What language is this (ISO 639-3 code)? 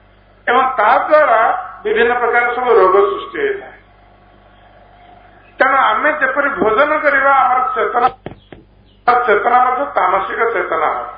ori